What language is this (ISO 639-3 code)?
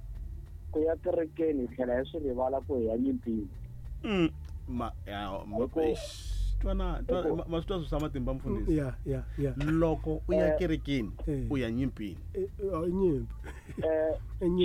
tso